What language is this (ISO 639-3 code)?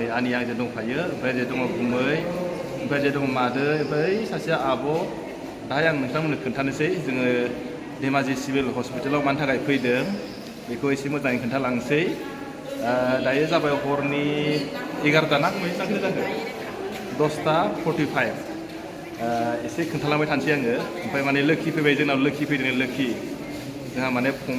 brx